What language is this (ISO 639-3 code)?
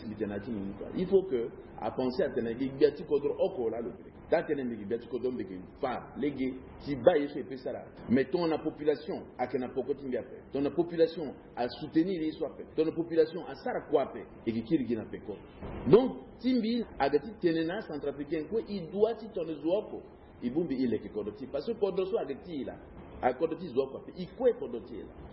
sag